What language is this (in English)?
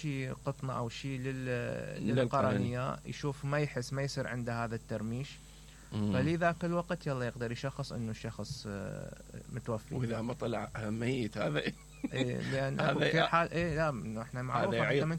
Mesopotamian Arabic